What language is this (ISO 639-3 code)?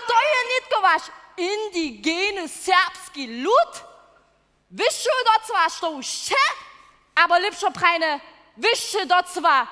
hsb